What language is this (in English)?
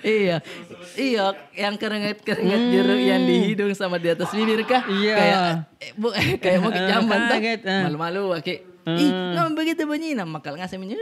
Makassar Malay